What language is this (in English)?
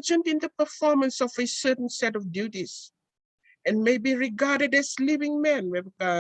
Fijian